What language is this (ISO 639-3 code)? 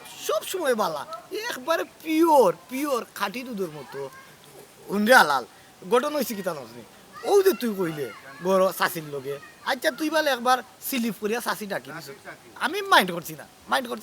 syl